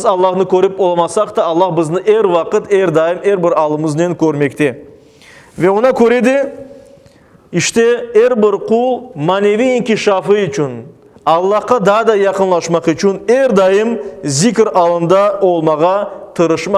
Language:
Crimean Tatar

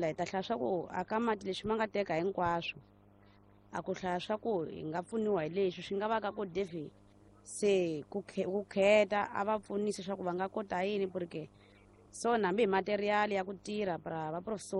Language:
Tsonga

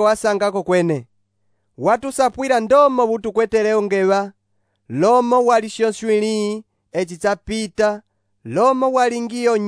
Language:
Umbundu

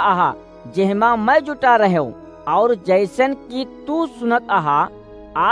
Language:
Awadhi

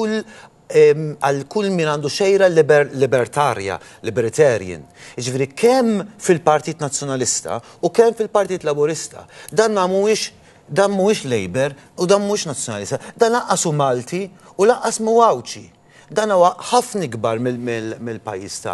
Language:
Maltese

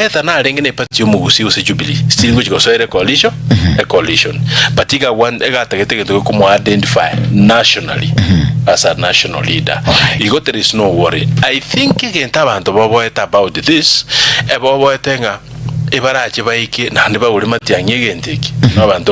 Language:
Gusii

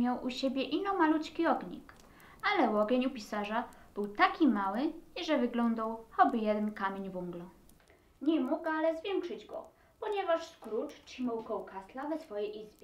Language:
Silesian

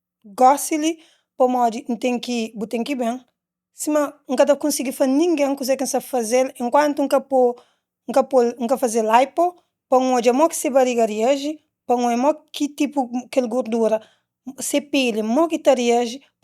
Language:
Kabuverdianu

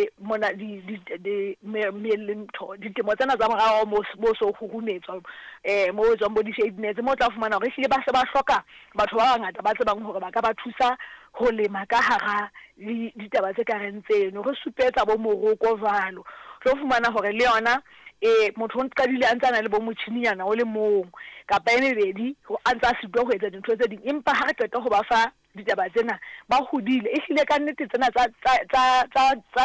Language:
Southern Sotho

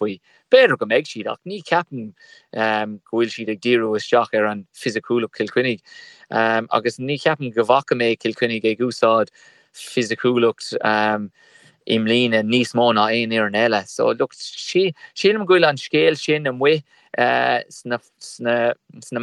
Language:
Irish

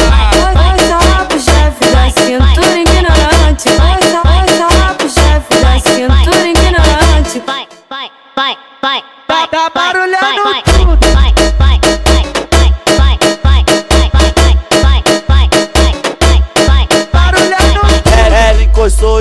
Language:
Portuguese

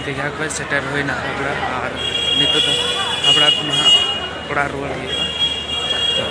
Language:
Santali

